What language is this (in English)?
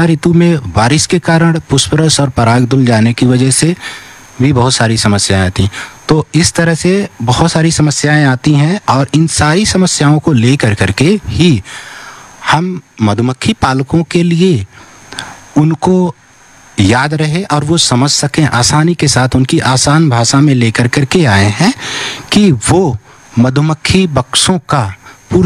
Hindi